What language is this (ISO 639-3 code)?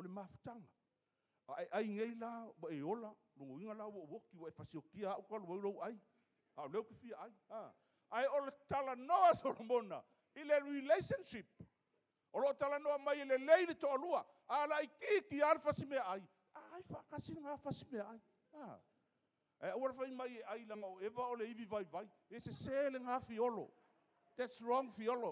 smo